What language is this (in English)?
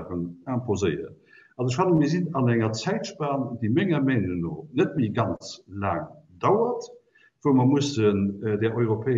Luxembourgish